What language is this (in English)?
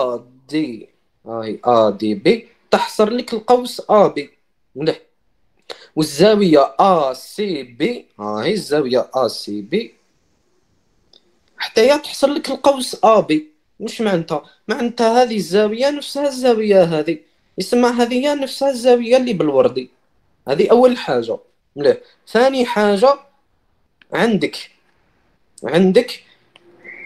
Algerian Arabic